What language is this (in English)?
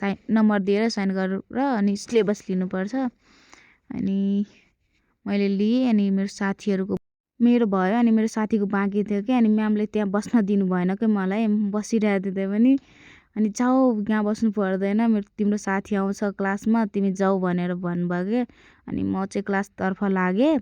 Nepali